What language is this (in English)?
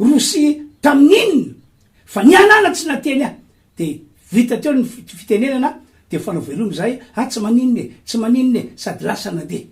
Malagasy